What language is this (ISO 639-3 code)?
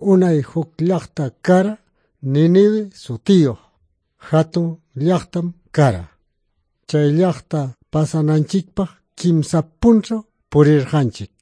que